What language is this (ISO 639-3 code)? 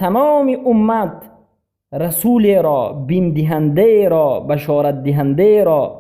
fas